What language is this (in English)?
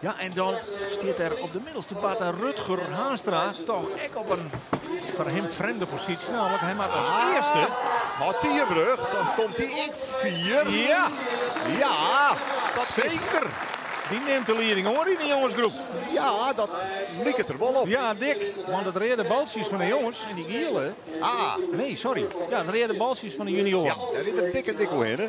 Western Frisian